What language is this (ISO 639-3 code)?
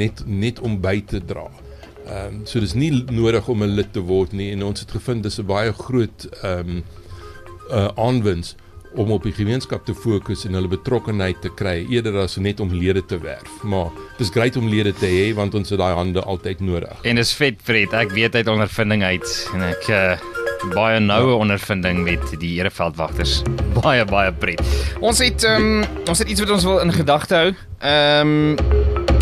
afr